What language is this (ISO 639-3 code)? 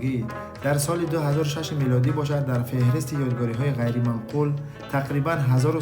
tgk